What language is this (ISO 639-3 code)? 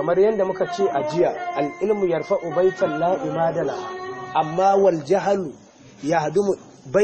hau